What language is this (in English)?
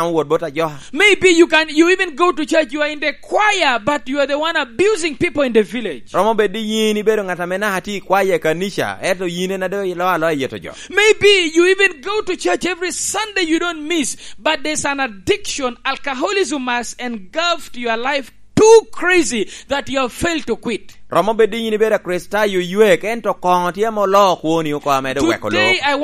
Lango (Uganda)